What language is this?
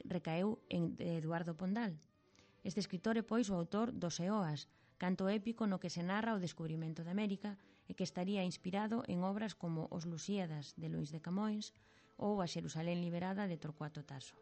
Galician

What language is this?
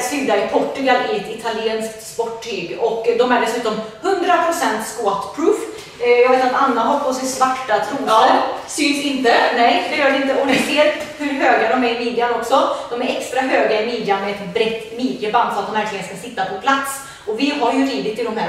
Swedish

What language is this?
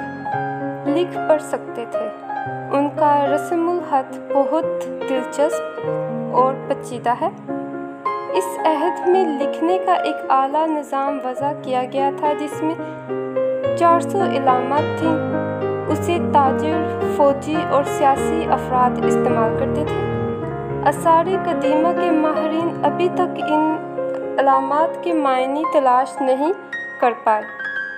Urdu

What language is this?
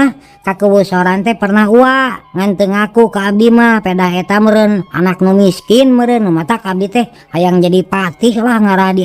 Sundanese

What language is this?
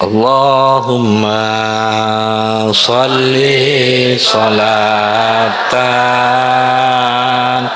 Madurese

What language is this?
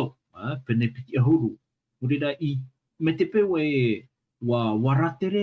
Tahitian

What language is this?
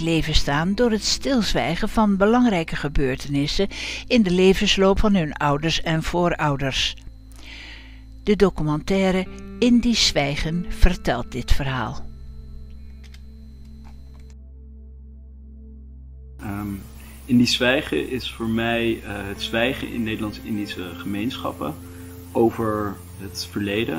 Dutch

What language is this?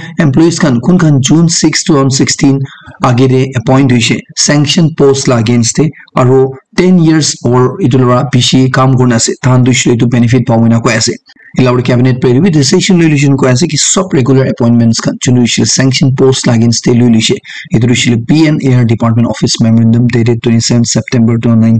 Naga Pidgin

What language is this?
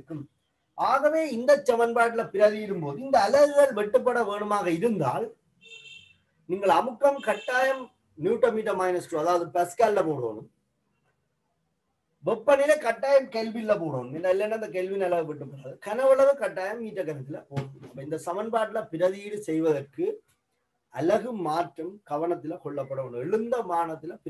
Tamil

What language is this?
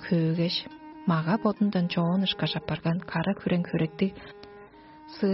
Tuvinian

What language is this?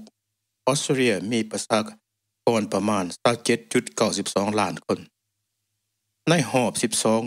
Lao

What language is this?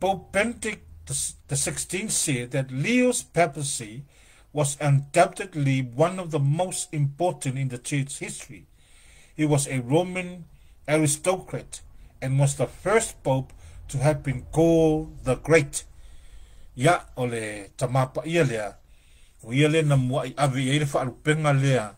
Samoan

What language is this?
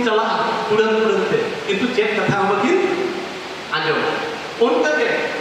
Santali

